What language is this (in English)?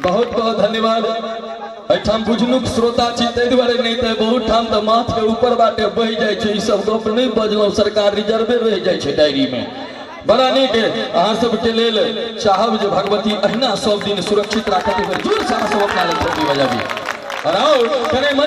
Maithili